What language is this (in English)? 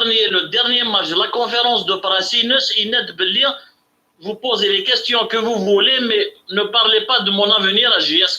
Kabyle